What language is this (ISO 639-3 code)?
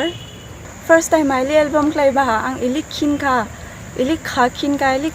dis